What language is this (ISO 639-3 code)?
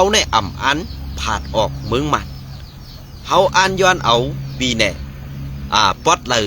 shn